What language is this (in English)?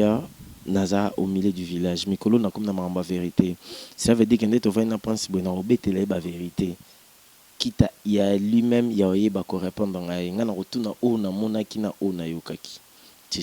Lingala